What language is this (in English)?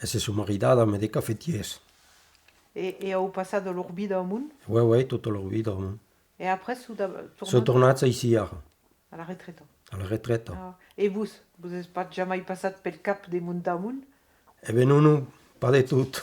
Occitan